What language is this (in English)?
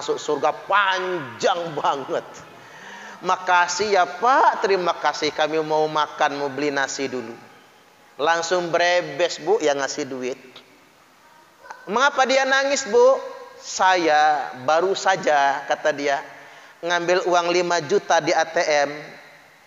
Indonesian